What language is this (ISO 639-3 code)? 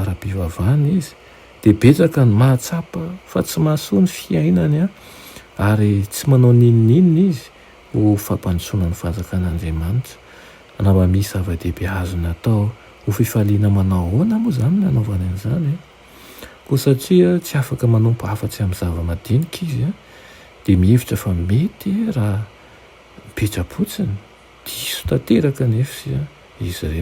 mlg